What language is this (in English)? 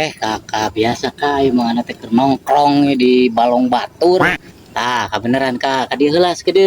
Sundanese